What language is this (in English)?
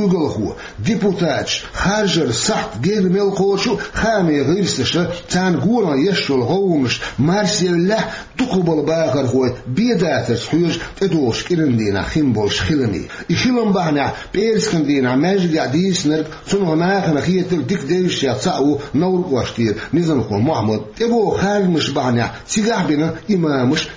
Chechen